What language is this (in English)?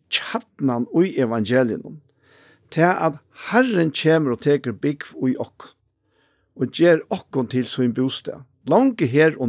Faroese